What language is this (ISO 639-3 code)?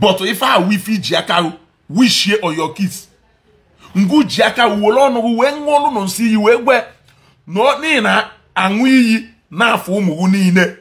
ibo